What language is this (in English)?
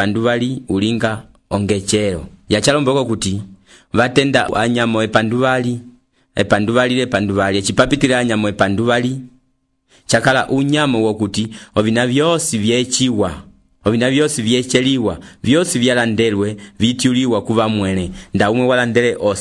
Umbundu